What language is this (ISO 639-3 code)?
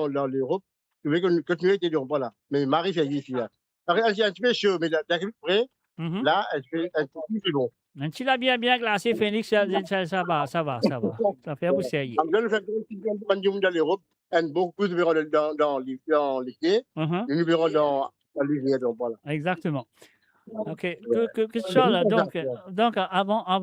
mfe